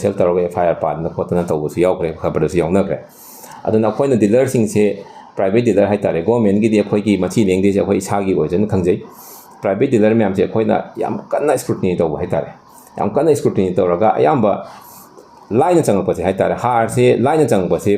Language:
Manipuri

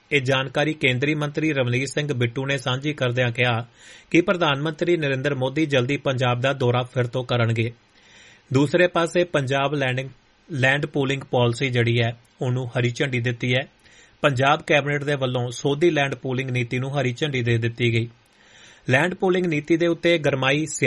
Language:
Punjabi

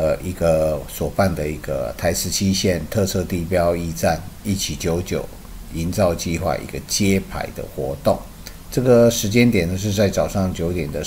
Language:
Chinese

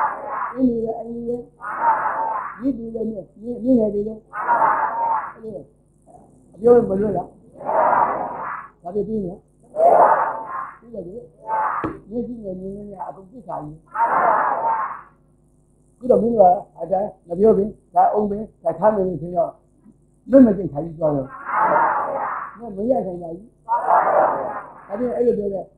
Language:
Burmese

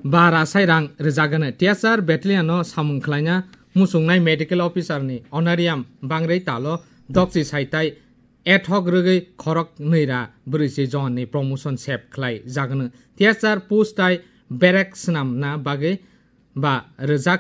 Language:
Kok Borok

